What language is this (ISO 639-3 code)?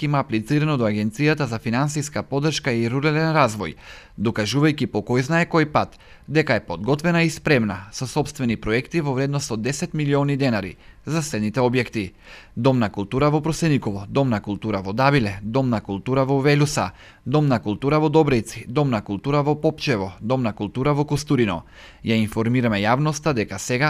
mkd